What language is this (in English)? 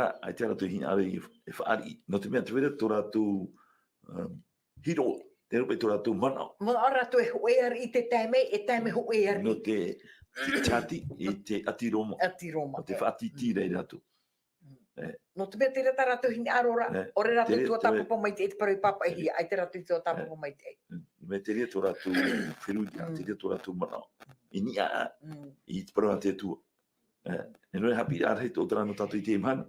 Tahitian